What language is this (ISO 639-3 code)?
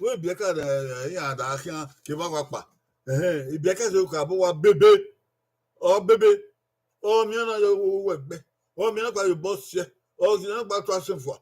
bin